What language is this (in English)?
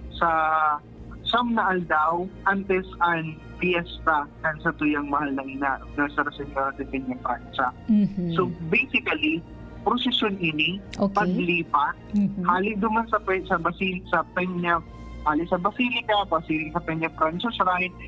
Bikol